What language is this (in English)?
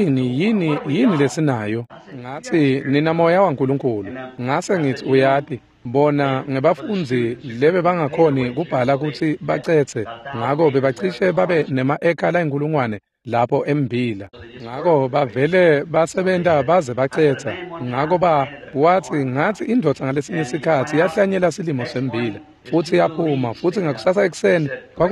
Swati